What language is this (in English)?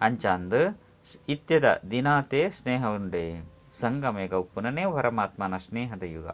Tulu